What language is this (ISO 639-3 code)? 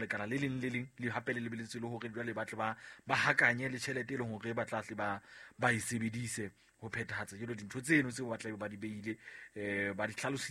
sot